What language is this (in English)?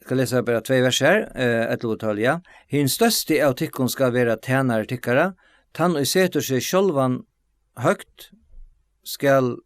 Faroese